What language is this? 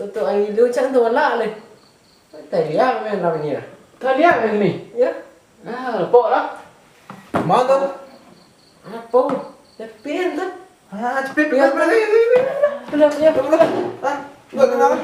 Minangkabau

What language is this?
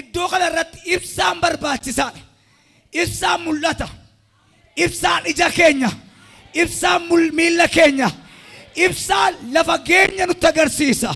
Oromo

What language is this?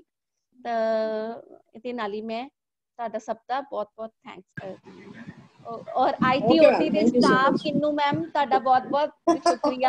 Punjabi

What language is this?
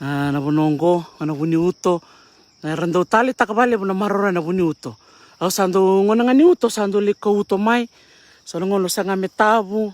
Fijian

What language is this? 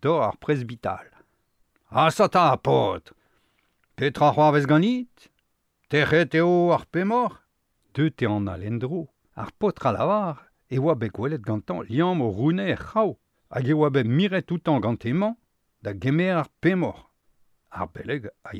Breton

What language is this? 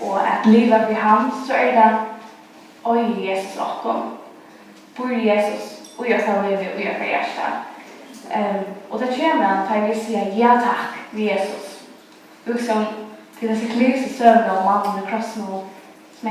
Faroese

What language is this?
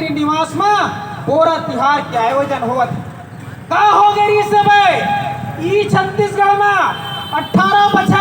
Chhattisgarhi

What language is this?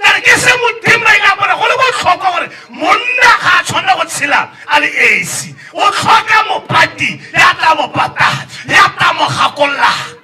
Tswana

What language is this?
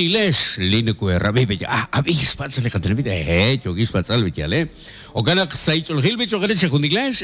Kekchí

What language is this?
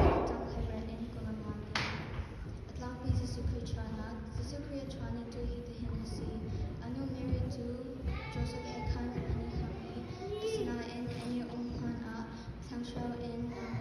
Hakha Chin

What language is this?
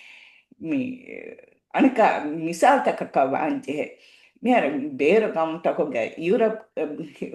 Divehi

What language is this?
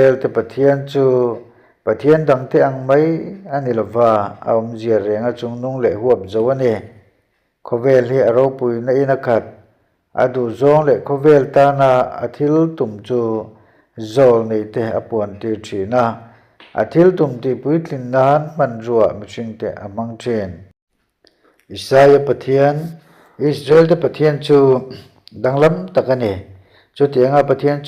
Mizo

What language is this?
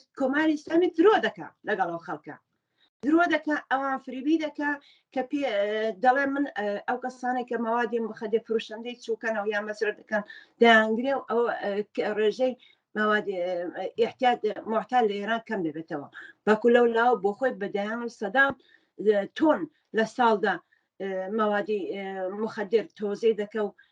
Central Kurdish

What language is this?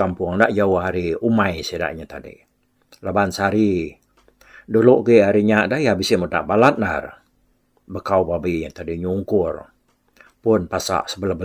Iban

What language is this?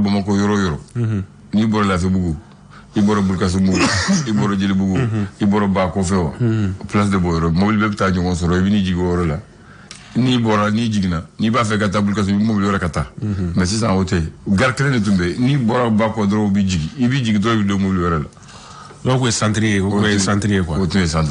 Bambara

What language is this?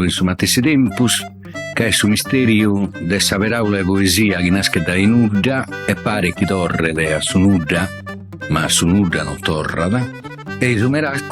Sardinian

